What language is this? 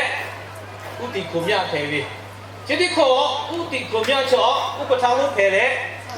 Lahu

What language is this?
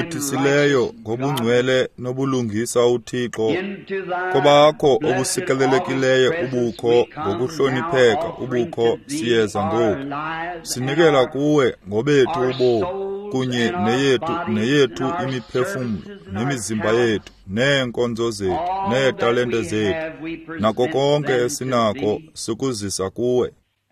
Xhosa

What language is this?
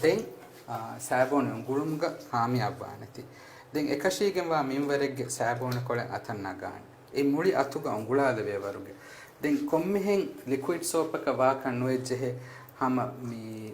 Divehi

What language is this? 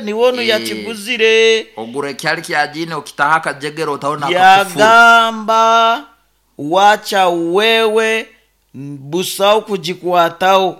Nyankole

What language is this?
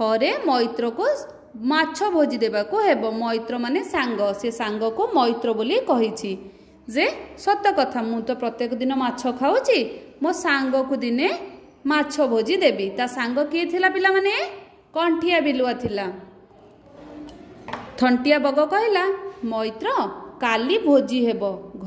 Odia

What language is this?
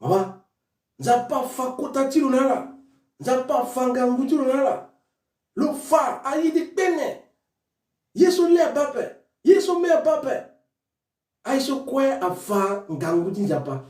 Sango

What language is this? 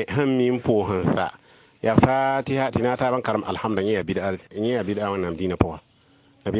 Mossi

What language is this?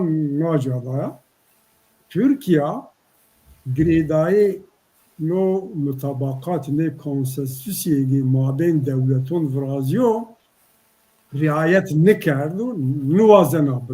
Zaza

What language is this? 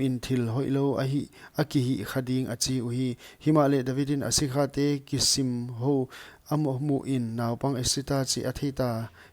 Paite Chin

